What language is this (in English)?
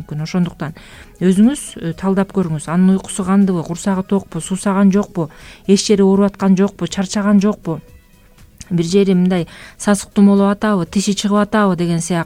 Kyrgyz